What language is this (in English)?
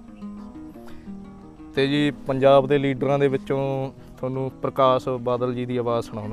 Punjabi